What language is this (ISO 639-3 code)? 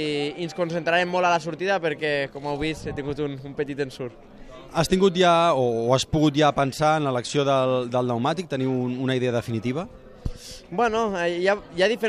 cat